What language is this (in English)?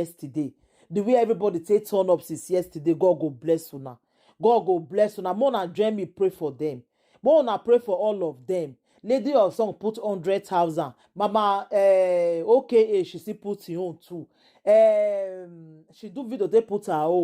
Nigerian Pidgin